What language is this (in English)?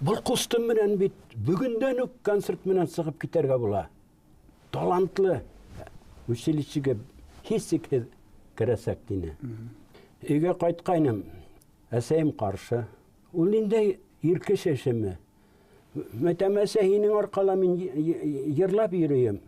Bashkir